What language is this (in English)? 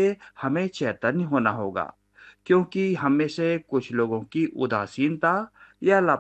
Hindi